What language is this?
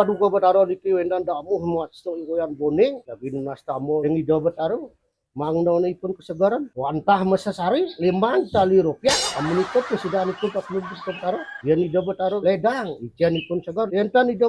Balinese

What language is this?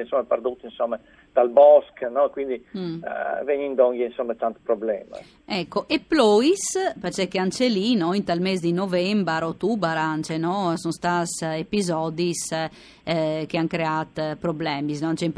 Friulian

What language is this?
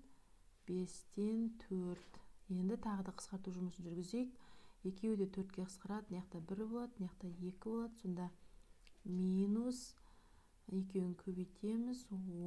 Kazakh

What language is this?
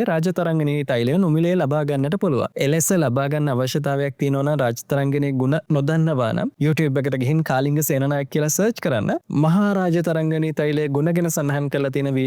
Sinhala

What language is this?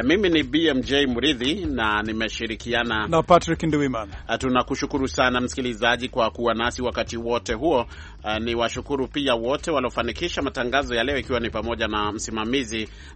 Swahili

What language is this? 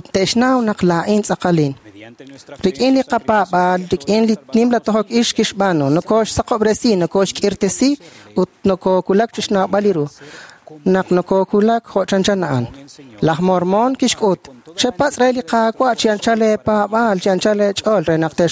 Kekchí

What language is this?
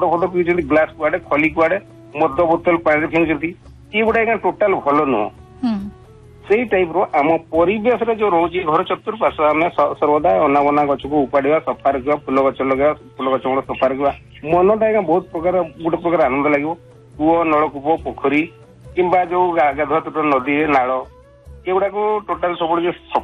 Odia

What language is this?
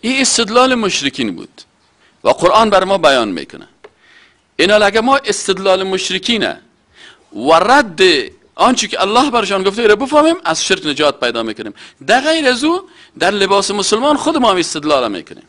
Persian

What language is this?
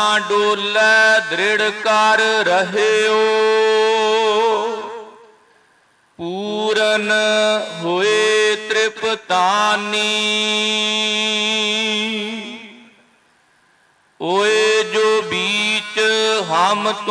Punjabi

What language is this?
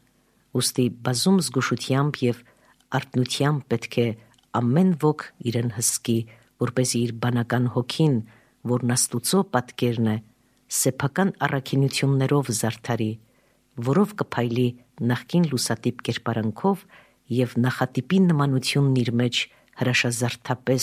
Armenian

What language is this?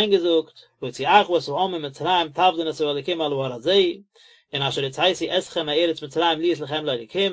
Yiddish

